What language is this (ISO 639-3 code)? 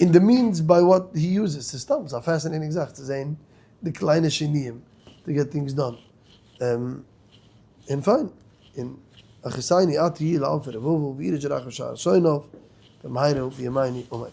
yid